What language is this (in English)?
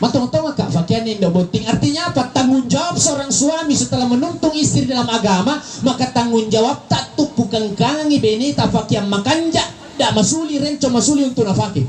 Buginese